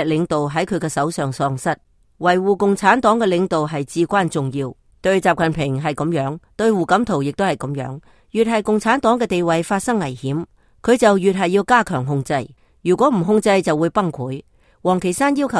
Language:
Cantonese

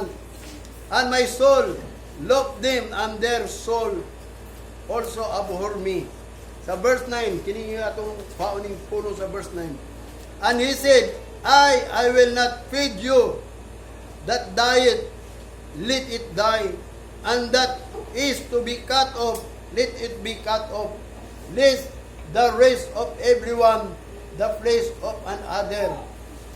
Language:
Cebuano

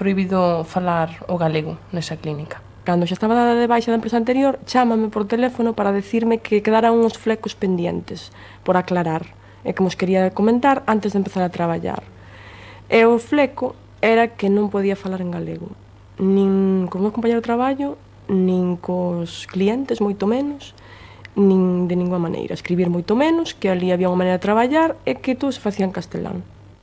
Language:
Galician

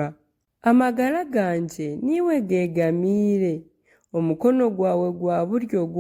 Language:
Nyankole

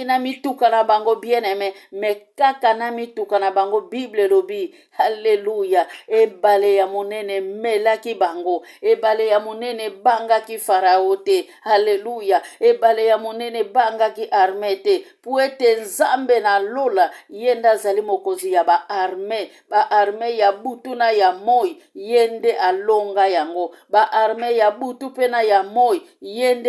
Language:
Lingala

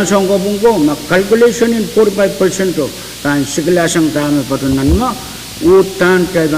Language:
Pohnpeian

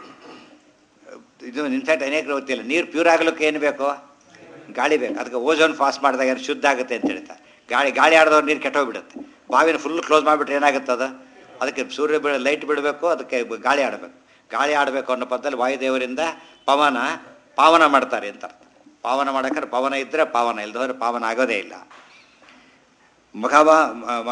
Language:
Kannada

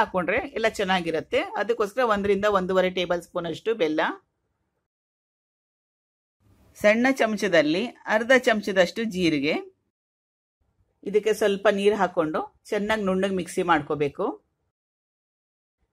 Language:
Kannada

